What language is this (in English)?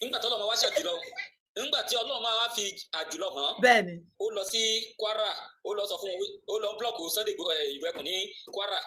Yoruba